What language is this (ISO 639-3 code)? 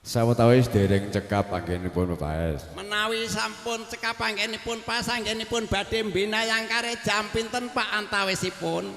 jav